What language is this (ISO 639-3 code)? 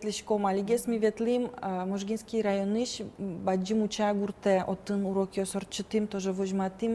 udm